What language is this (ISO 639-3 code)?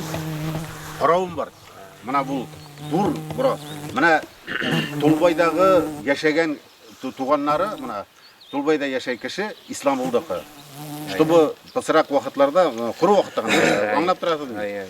bak